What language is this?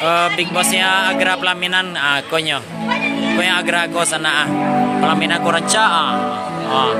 Minangkabau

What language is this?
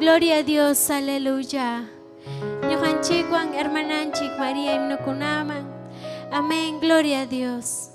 Ayacucho Quechua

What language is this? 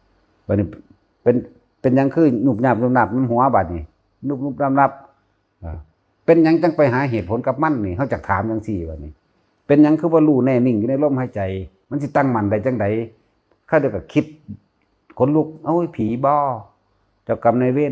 Northeastern Thai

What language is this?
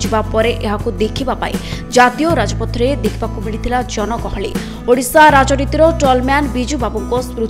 Odia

